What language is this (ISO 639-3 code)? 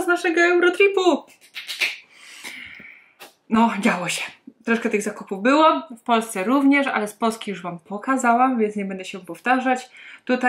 pol